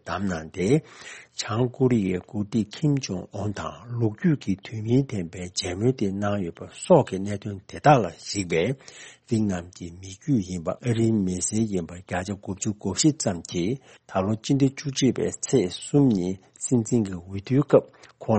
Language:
Tibetan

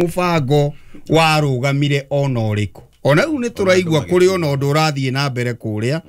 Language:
Kikuyu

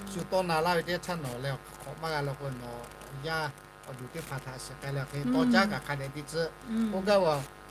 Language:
Lahu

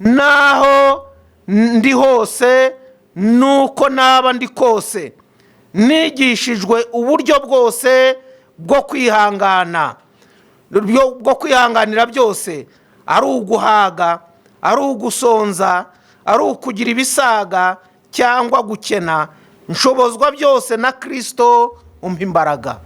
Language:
Kinyarwanda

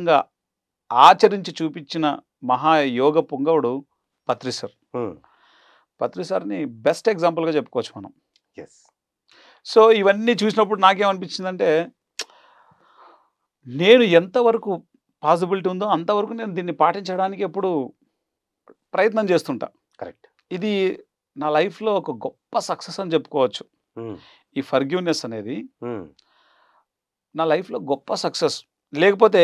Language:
Telugu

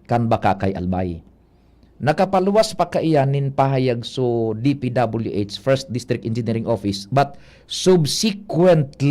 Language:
Bikol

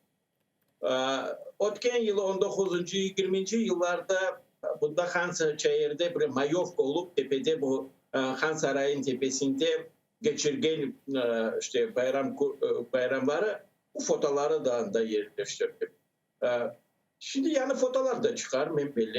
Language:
Crimean Tatar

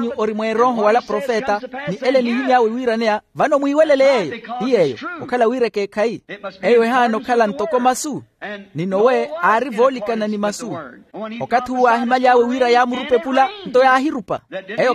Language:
Makhuwa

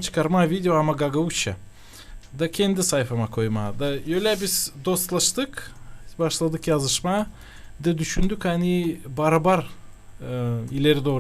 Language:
Gagauz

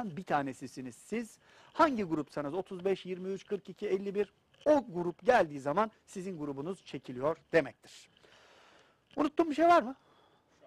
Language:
Turkish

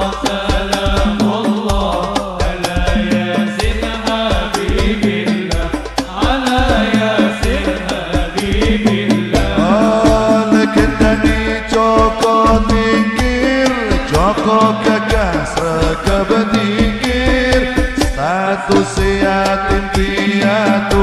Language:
Javanese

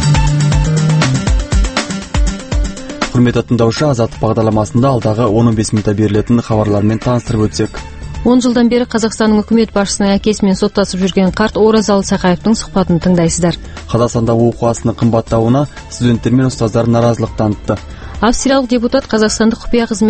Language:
Kazakh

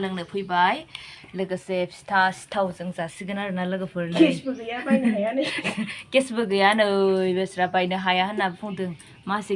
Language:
Bodo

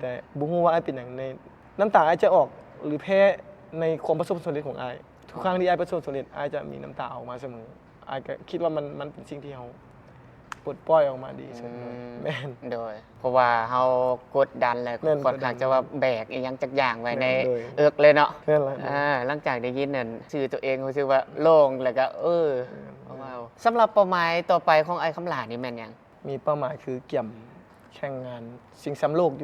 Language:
Lao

